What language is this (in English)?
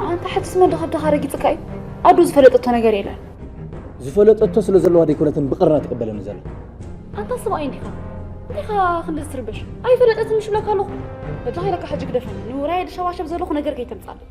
Tigrinya